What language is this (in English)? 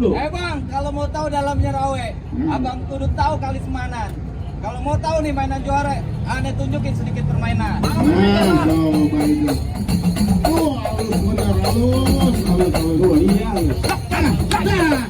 Betawi